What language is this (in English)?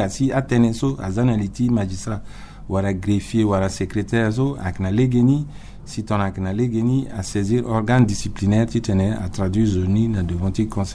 Sango